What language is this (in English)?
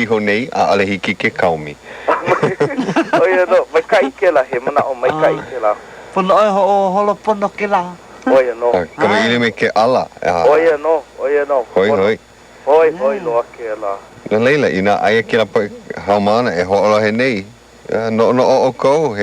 Hawaiian